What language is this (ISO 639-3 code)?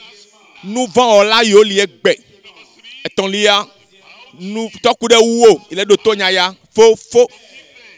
ewe